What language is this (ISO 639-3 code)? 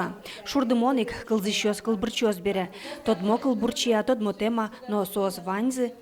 udm